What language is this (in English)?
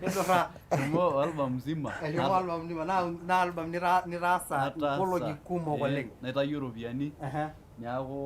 Masai